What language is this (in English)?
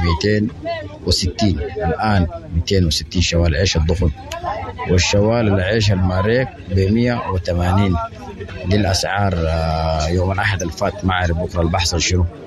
Sudanese Arabic